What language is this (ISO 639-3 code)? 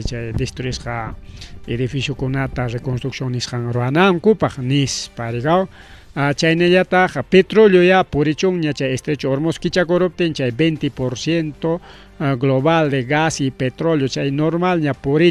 quy